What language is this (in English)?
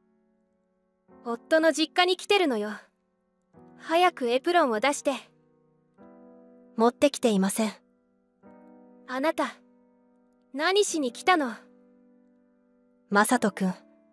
Japanese